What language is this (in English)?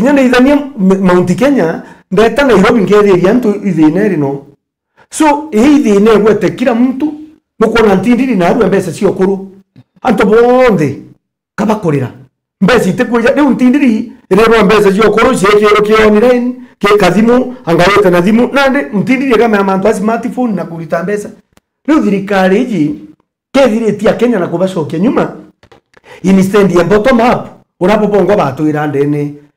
Meru